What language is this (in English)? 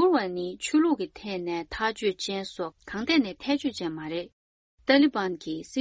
Tibetan